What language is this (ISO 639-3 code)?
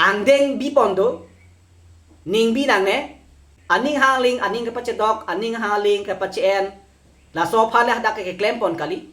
mjw